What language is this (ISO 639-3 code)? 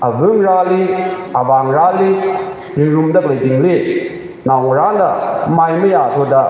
nmf